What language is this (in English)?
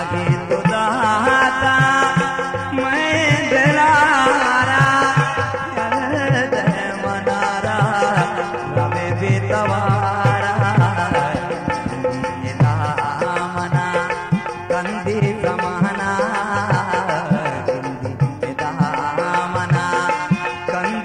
Baluchi